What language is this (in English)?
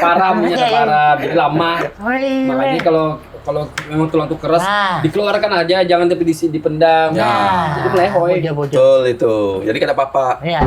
Banjar